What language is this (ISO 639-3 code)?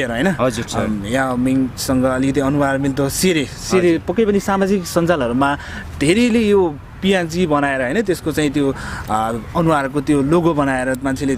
nep